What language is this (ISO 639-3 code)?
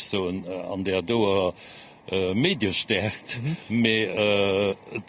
ltz